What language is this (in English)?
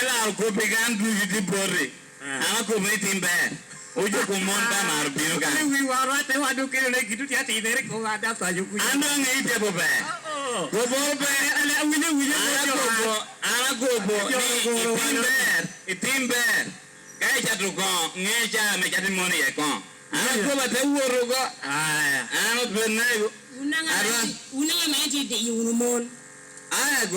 Lango (Uganda)